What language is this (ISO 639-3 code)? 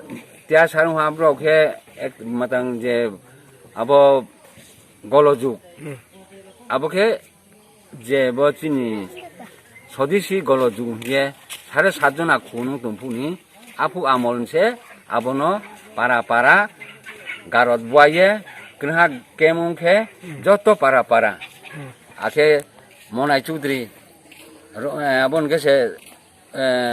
ria